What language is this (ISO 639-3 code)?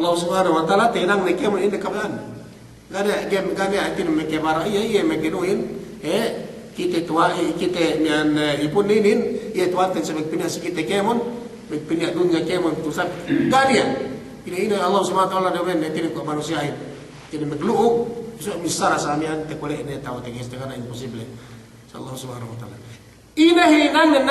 yka